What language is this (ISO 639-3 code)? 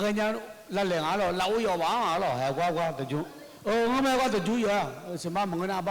ahk